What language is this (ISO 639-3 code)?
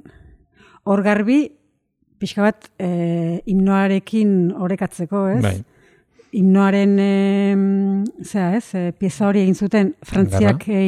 eus